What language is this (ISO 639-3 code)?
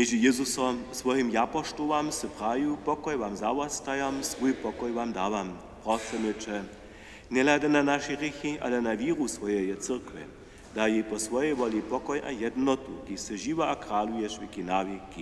hsb